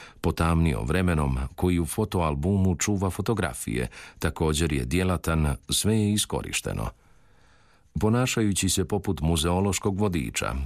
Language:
Croatian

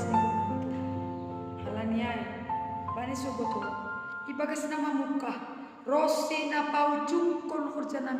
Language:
Batak Simalungun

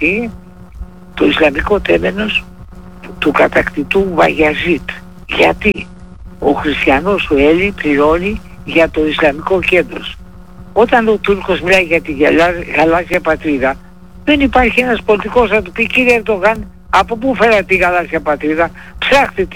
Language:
Greek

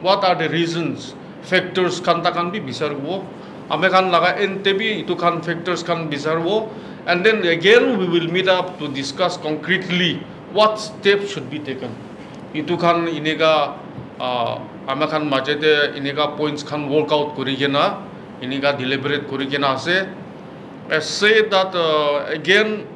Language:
Naga Pidgin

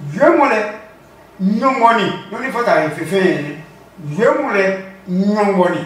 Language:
Adangme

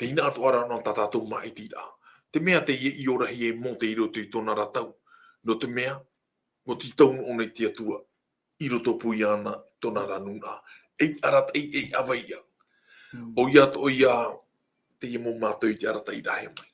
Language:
Tahitian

